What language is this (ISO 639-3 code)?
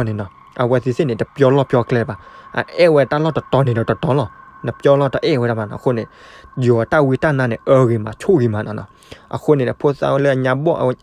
ksw